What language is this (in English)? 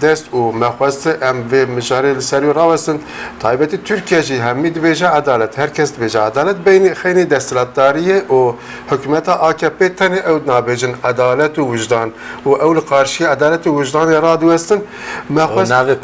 Kurdish